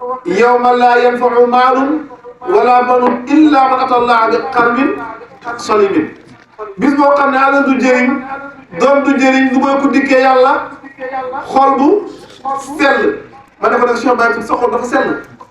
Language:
Wolof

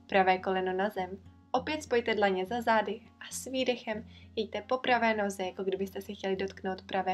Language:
Czech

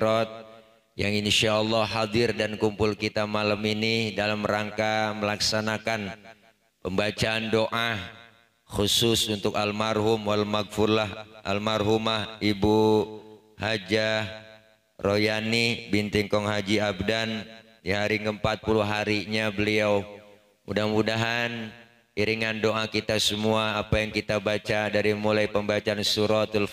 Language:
Betawi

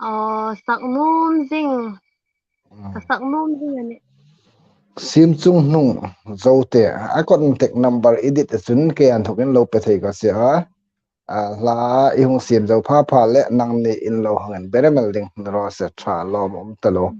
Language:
Hmar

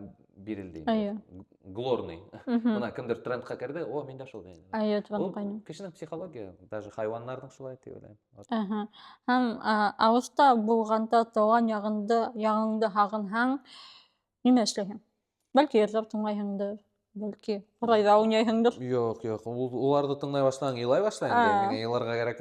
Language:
Bashkir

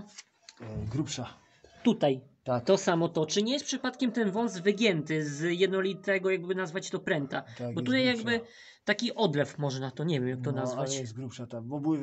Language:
Polish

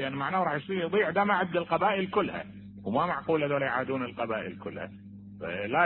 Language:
Mesopotamian Arabic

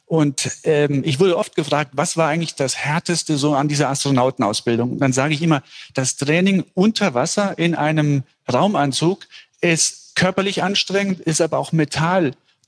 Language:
German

